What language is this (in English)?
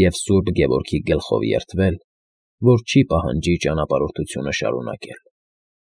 Armenian